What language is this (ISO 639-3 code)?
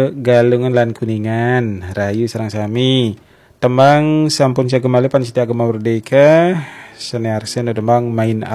ban